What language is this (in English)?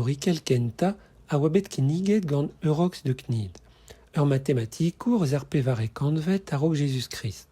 Breton